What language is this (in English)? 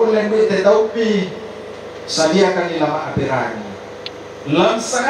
Toraja-Sa'dan